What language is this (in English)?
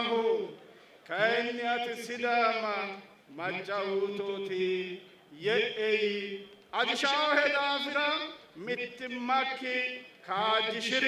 Sidamo